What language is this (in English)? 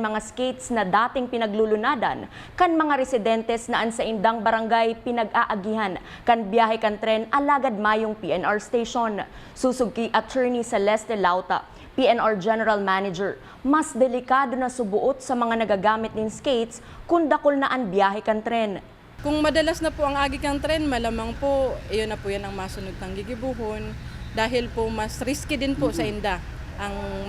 Bikol